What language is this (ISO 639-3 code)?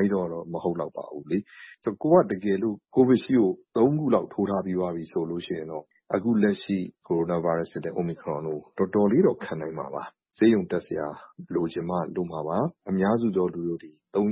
mya